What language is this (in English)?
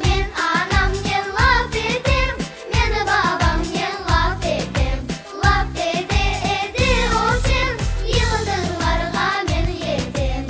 Crimean Tatar